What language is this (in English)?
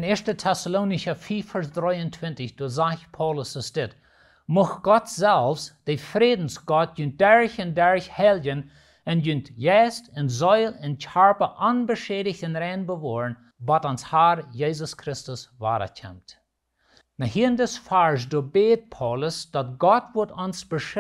Plautdietsch